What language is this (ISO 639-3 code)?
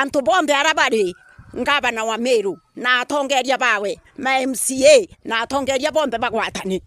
mer